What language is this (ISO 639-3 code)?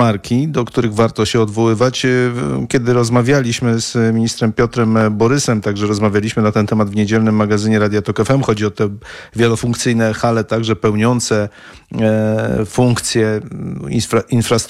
pol